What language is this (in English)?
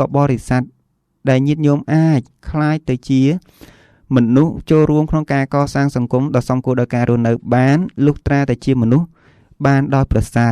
Khmer